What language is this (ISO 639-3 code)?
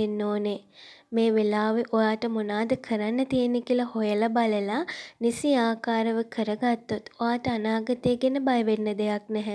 sin